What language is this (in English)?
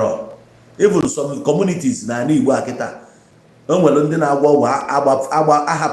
Igbo